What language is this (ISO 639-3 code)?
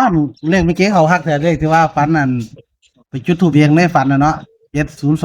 tts